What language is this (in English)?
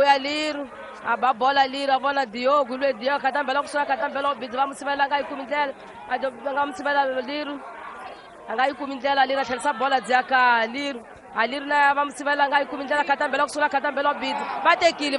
Tsonga